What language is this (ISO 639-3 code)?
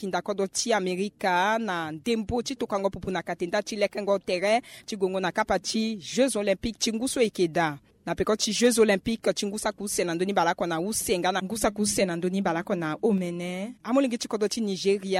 sag